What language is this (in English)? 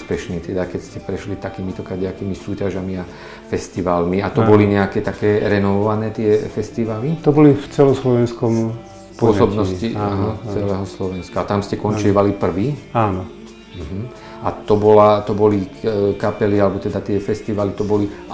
Slovak